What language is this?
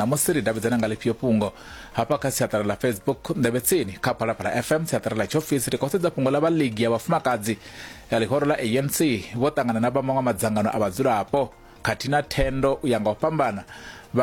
Venda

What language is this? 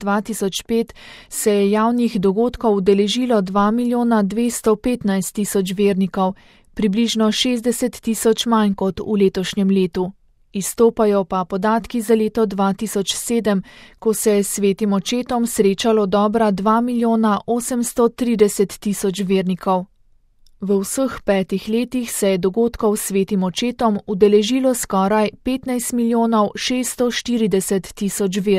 Slovenian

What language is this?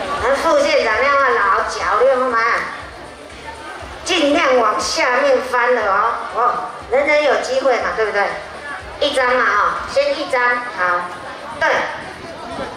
Min Nan Chinese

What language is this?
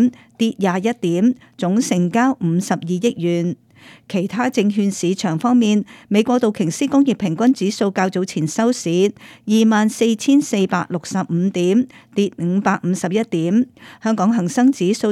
Cantonese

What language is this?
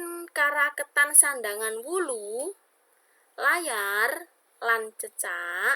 Javanese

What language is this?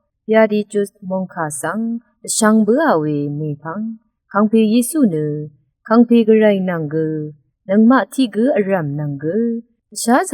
Rawang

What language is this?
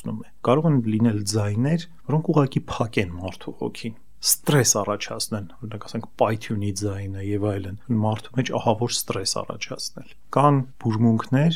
Armenian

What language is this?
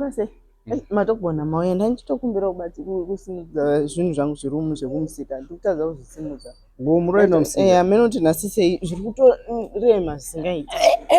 Shona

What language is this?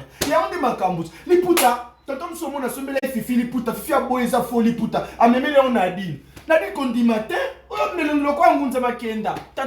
Lingala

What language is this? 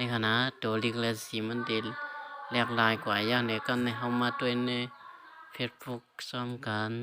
Shan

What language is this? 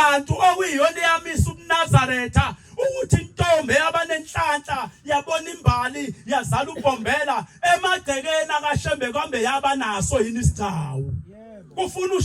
Zulu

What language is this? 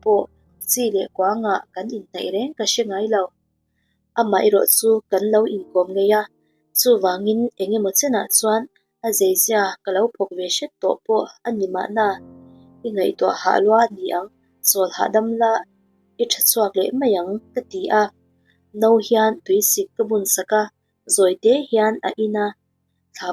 Mizo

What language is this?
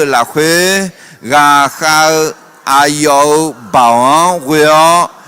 Akha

